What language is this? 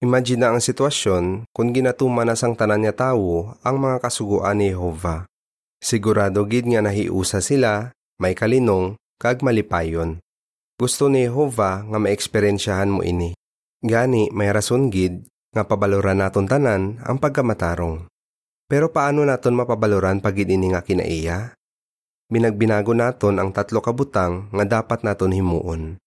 Hiligaynon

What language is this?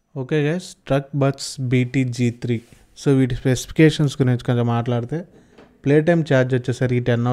Telugu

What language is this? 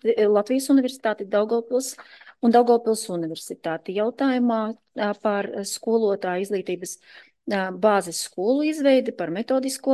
Latvian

